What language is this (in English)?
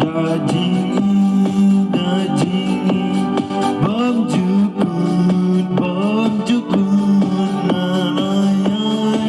Khasi